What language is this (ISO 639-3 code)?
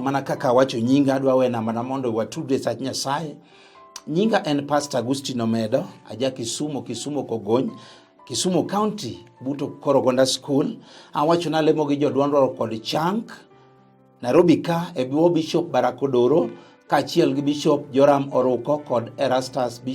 luo